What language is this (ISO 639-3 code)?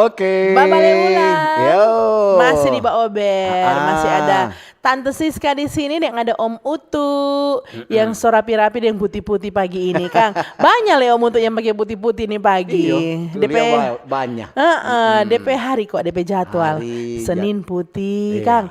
xmm